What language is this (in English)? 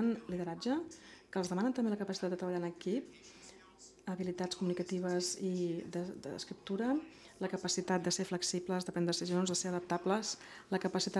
Catalan